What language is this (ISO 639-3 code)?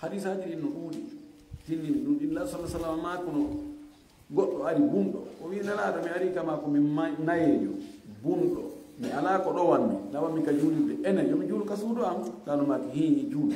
ful